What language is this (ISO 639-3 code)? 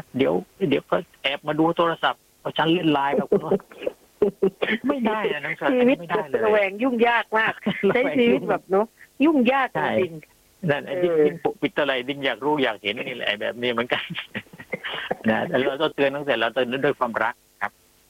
tha